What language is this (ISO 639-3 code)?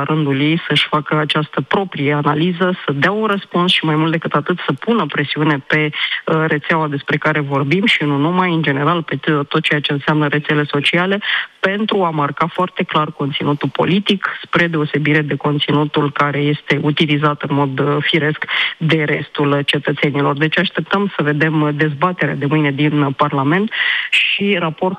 ron